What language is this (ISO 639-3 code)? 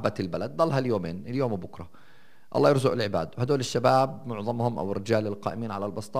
apc